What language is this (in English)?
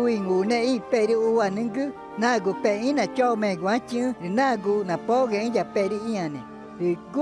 Ticuna